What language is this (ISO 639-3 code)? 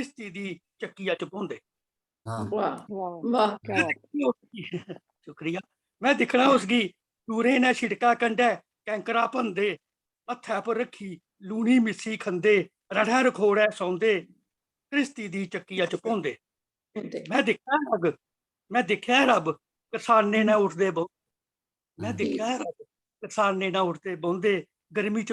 doi